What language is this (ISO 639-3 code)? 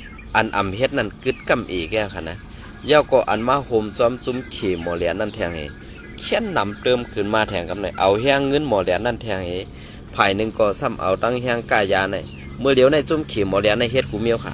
shn